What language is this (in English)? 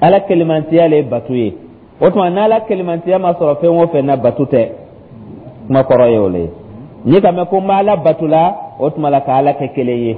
Dyula